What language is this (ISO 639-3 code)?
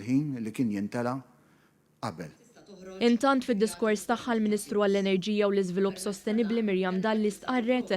mlt